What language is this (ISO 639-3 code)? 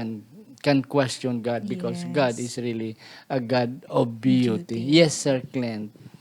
hil